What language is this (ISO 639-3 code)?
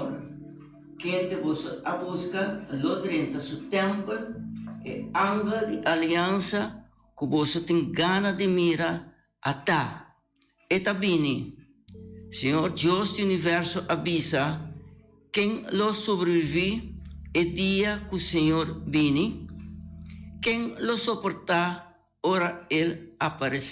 pap